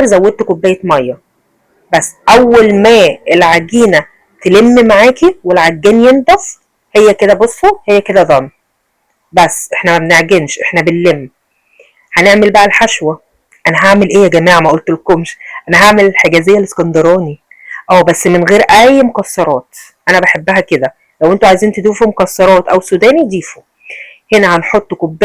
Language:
Egyptian Arabic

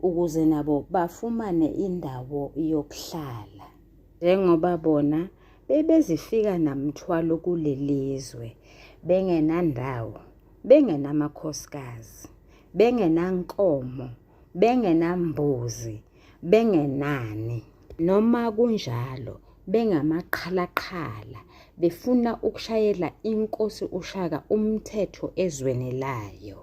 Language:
Zulu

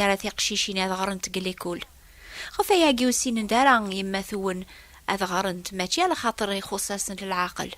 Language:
Kabyle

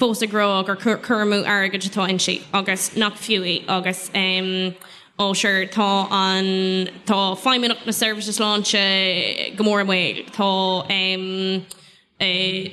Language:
Irish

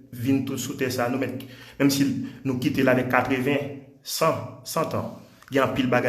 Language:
Haitian Creole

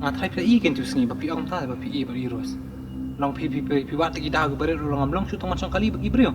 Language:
Khasi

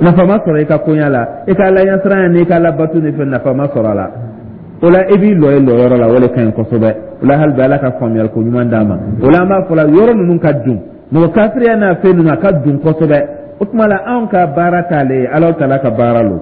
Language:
Dyula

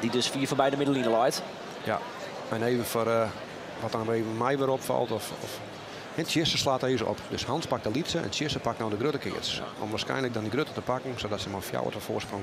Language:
Western Frisian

